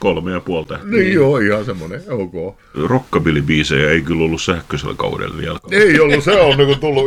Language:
Finnish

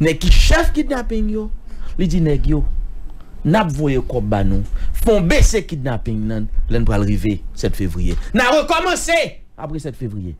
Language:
Haitian Creole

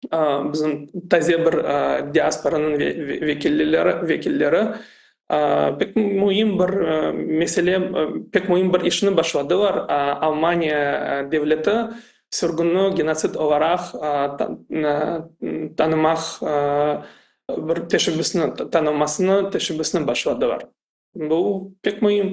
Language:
Crimean Tatar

